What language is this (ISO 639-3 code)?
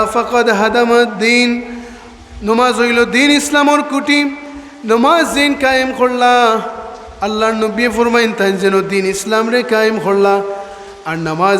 syl